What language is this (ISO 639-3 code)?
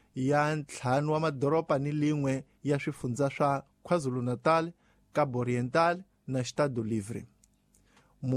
tso